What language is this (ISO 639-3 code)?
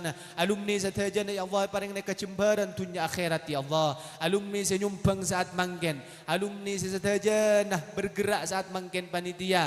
mad